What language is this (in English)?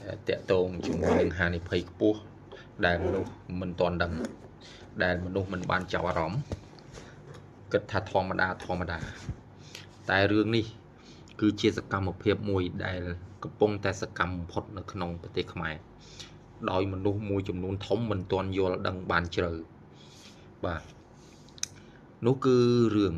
Khmer